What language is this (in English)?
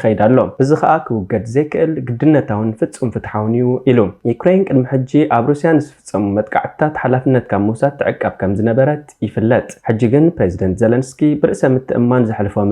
Tigrinya